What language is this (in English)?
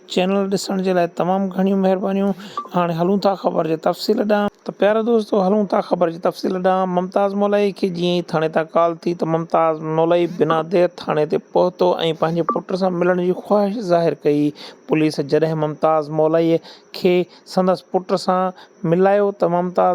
Sindhi